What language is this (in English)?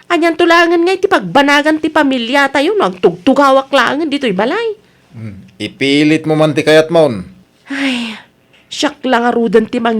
Iloko